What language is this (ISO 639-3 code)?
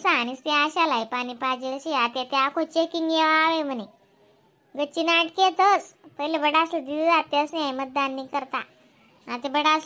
khn